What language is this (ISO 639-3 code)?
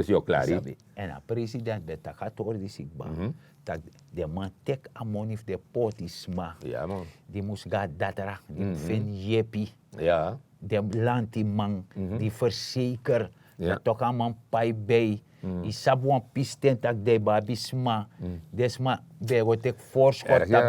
srn